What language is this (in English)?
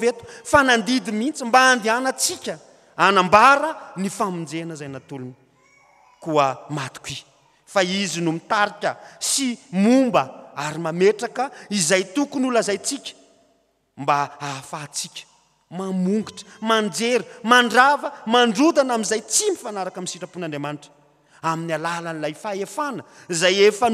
Malagasy